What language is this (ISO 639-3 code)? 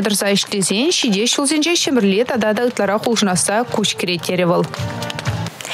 chv